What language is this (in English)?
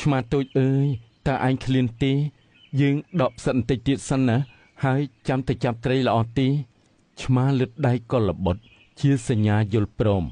Khmer